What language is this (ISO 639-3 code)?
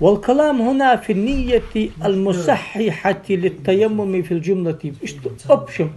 inh